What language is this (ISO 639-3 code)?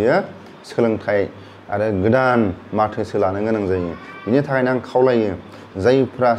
brx